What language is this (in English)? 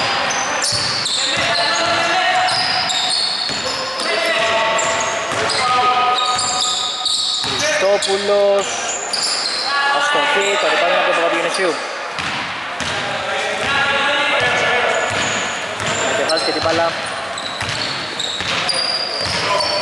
Greek